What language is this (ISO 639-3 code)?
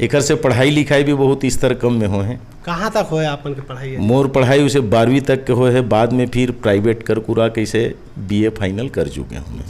hne